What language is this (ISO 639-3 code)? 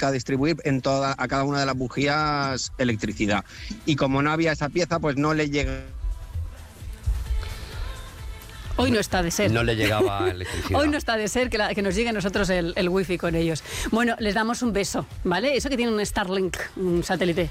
spa